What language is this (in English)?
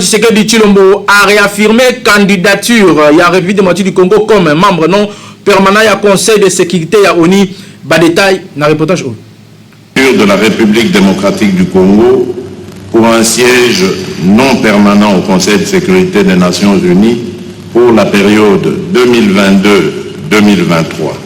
Lingala